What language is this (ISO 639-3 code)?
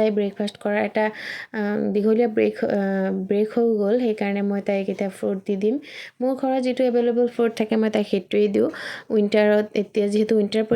asm